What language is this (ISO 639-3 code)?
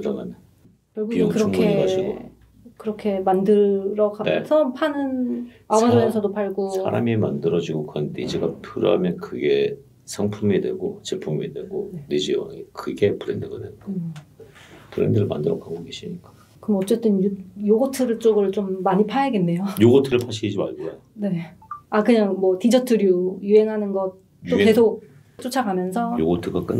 kor